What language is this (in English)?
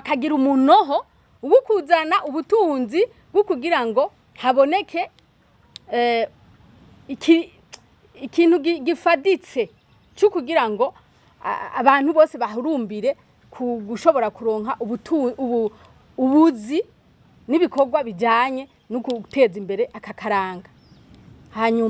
Rundi